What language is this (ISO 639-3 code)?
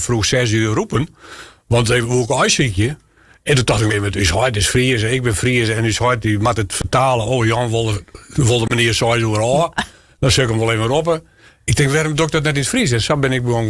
fry